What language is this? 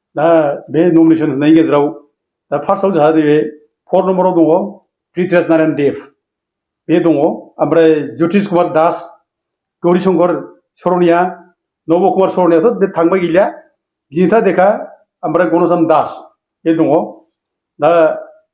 Bodo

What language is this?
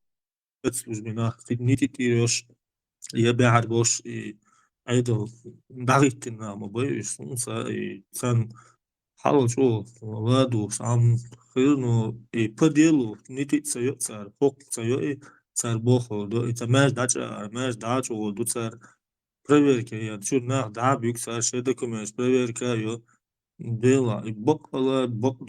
Chechen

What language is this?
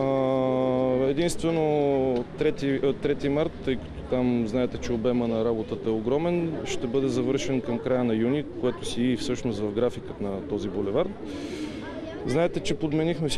Bulgarian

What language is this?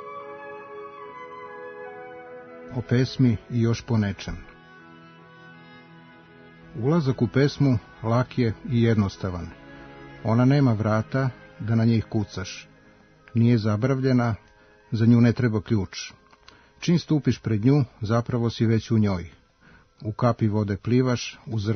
Serbian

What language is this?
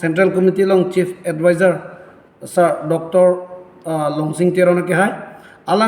Karbi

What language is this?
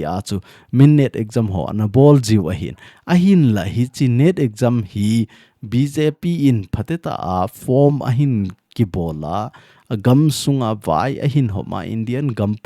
Thado Chin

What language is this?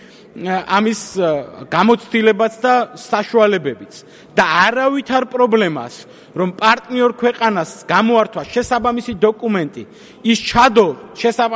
Georgian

